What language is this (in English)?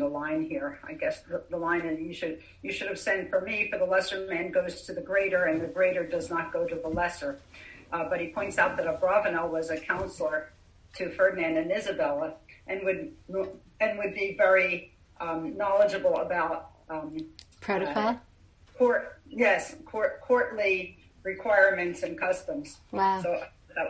English